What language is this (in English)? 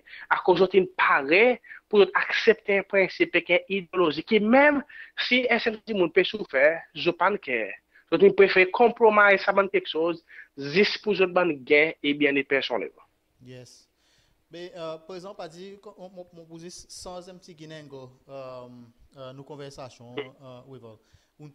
Seselwa Creole French